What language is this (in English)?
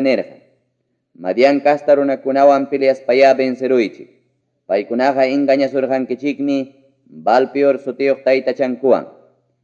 Ayacucho Quechua